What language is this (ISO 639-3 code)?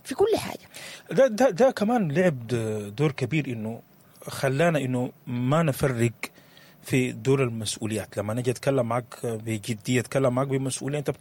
apd